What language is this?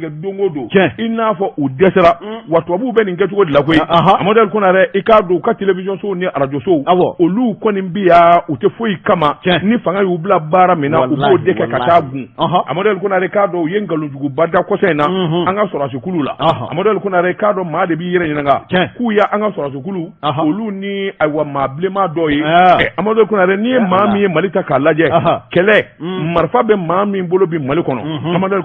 Bambara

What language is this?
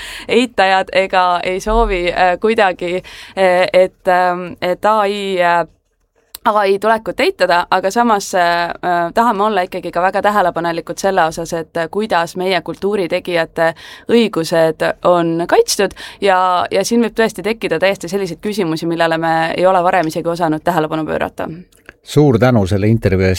Estonian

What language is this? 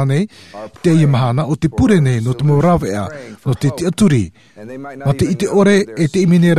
Tahitian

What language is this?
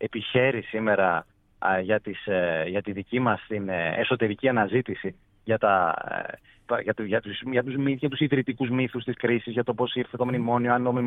Greek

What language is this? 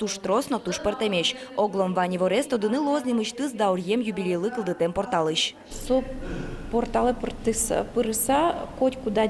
Udmurt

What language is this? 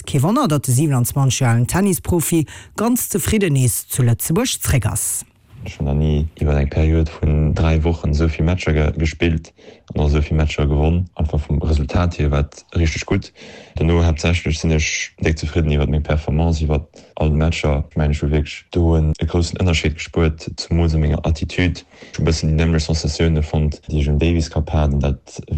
Luxembourgish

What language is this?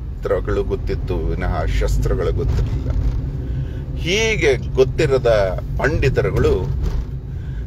Kannada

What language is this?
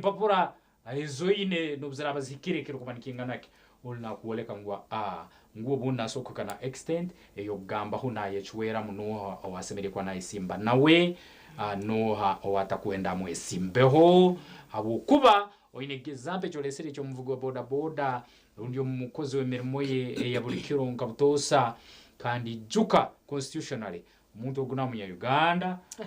Nyankole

